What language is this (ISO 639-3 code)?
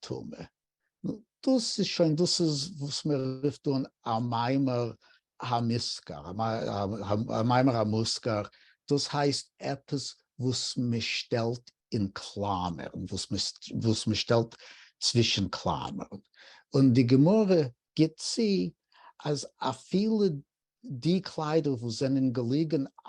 yid